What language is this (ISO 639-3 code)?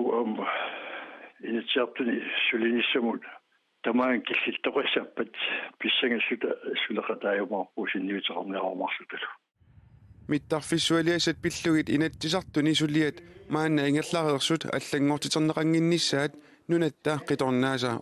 kal